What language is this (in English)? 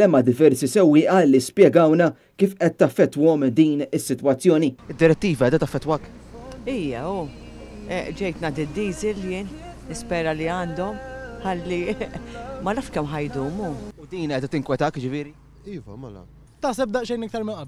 Maltese